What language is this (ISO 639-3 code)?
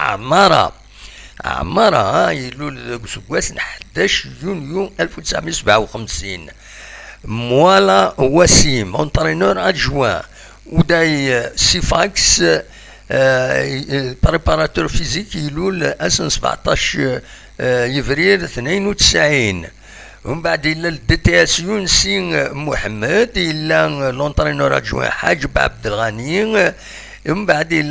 kab